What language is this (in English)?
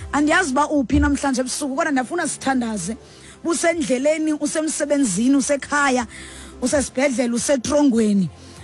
Xhosa